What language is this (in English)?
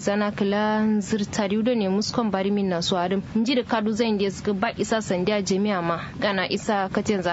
Kanuri